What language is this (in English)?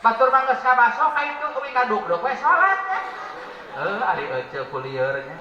Sundanese